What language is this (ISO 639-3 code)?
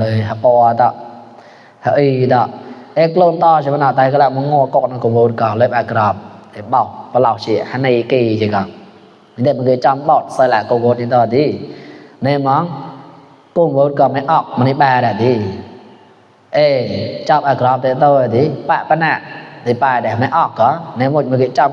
mnw